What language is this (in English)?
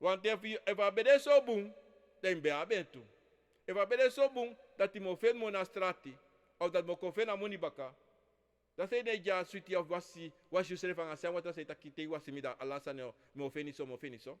Sranan Tongo